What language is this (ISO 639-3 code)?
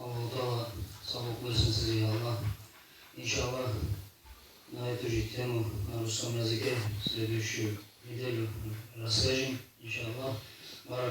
kum